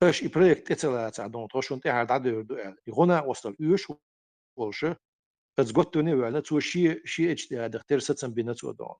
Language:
Chechen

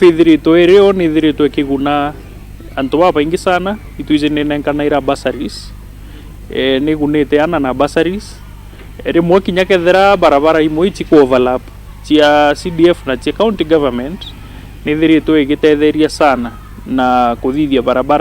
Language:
Meru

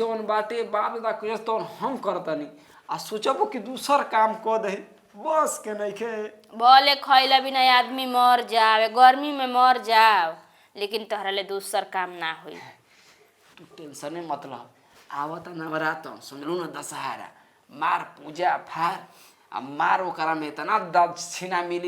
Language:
Bhojpuri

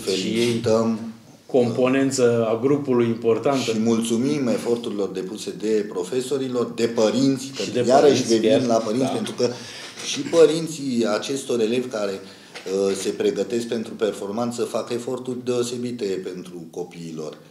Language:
Romanian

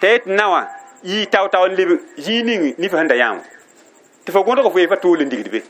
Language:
Mossi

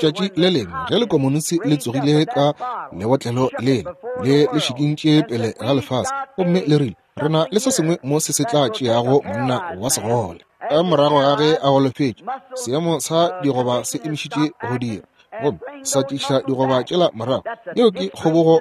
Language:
Northern Sotho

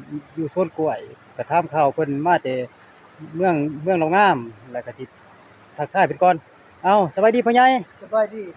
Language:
Lao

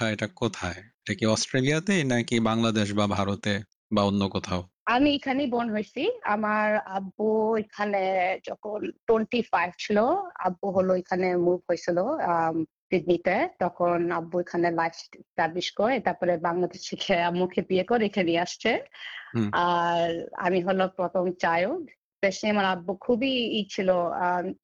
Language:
Bangla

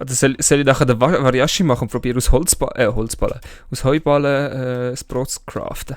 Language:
Swiss German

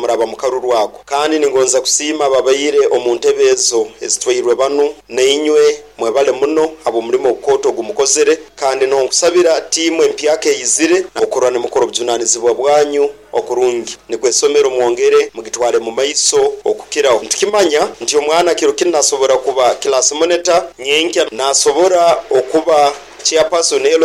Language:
Nyoro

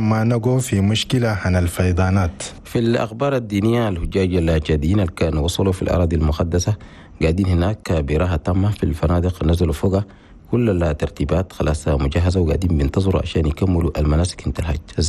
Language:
Chadian Arabic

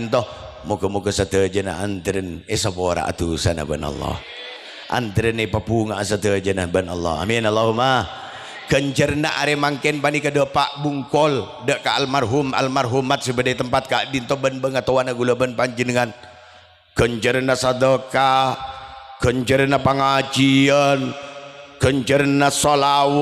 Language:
Madurese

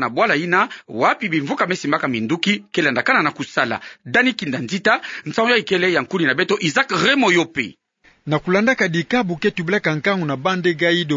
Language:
Kituba (Democratic Republic of Congo)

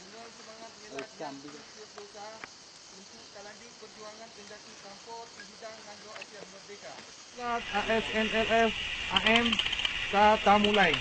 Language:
Achinese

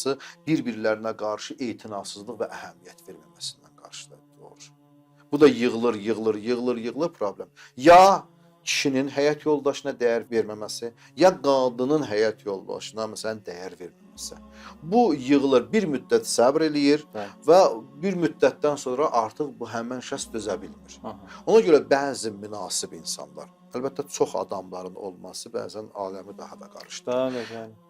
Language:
Azerbaijani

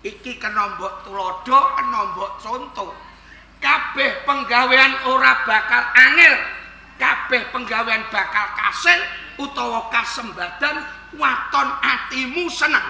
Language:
Javanese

